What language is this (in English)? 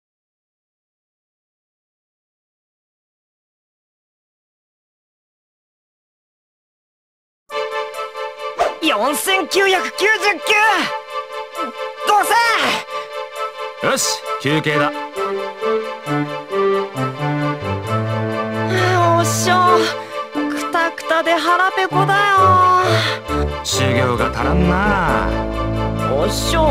Japanese